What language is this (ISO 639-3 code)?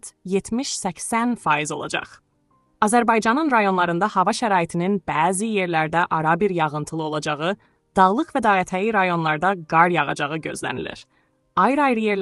aze